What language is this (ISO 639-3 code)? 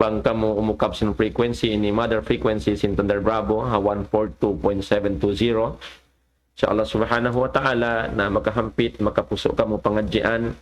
tsg